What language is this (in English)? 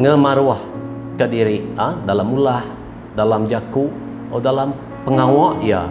Iban